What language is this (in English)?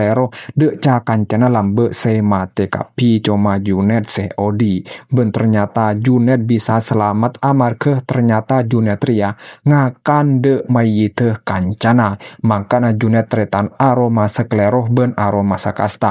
Madurese